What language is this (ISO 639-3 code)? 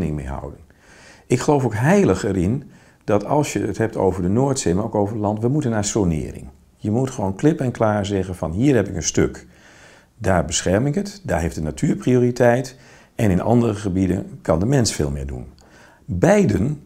nld